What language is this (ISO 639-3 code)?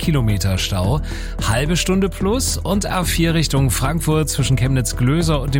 deu